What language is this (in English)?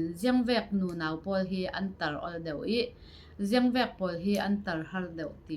Falam Chin